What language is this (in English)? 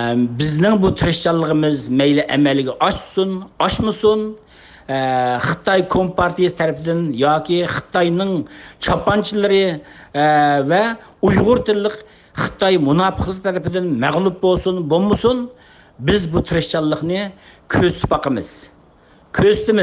Uyghur